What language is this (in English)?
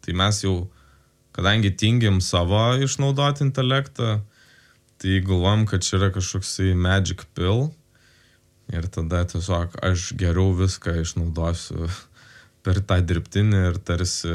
Lithuanian